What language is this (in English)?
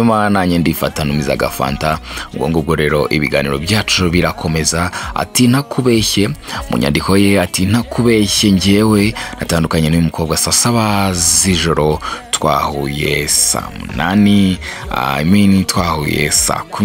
Kinyarwanda